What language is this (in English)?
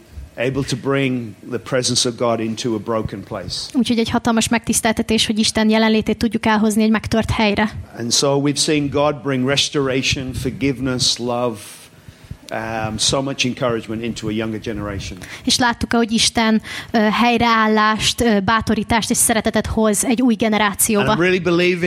Hungarian